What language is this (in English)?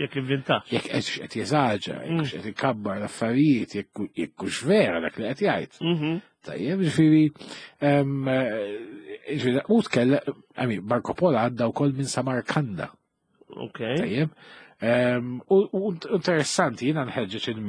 Maltese